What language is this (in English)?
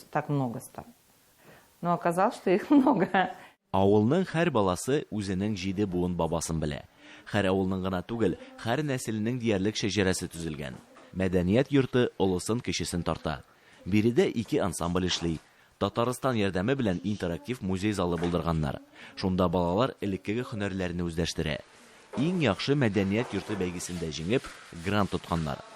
Tatar